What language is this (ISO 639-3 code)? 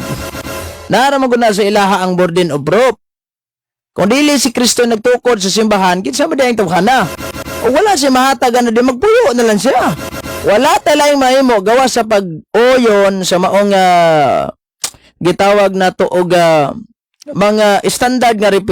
ceb